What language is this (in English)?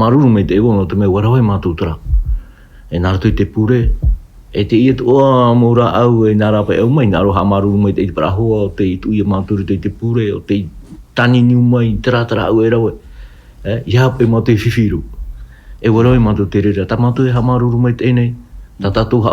Tahitian